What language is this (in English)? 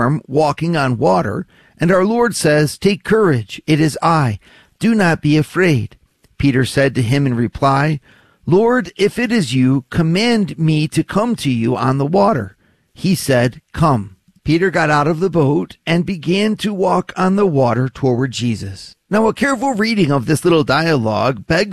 English